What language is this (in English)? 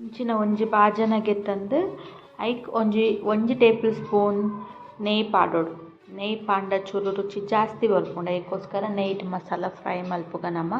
Tulu